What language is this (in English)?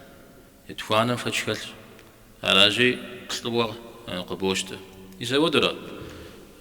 Kabardian